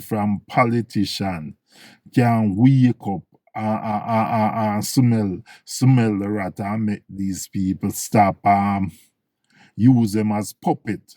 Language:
Jamaican Creole English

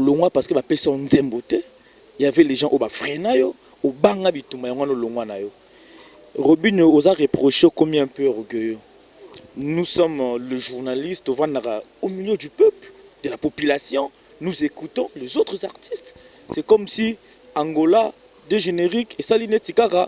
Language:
Lingala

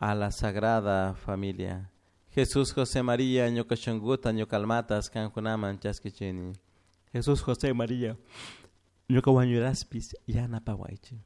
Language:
Chimborazo Highland Quichua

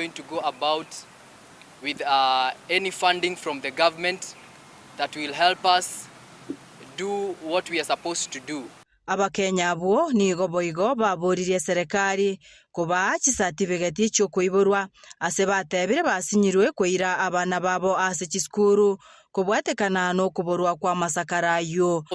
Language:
Gusii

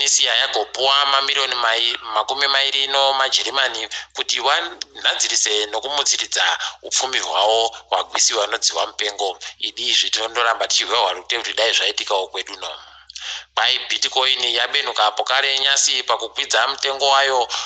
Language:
Ndau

